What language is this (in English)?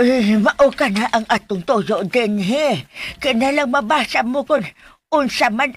Cebuano